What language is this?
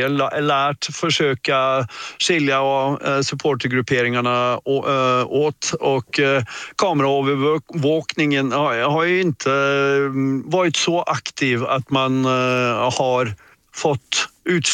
Swedish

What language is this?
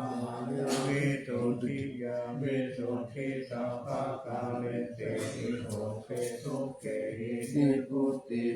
Pali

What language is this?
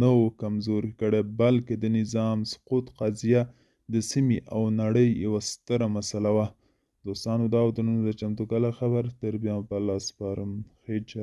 Pashto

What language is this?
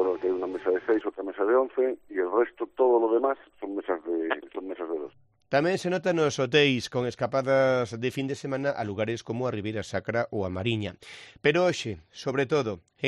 Galician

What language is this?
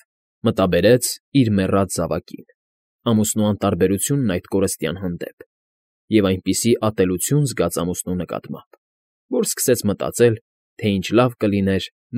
Armenian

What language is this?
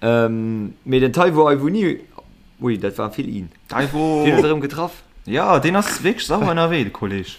Luxembourgish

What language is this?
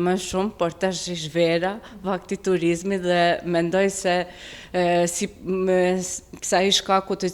Albanian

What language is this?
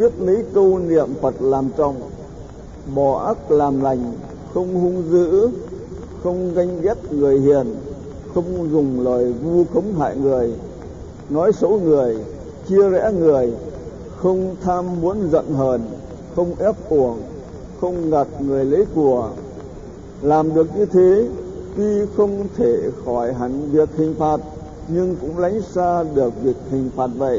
Vietnamese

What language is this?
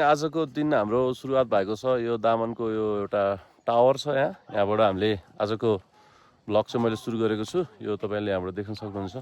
Nepali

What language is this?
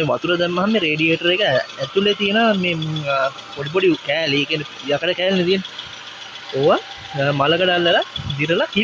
Sinhala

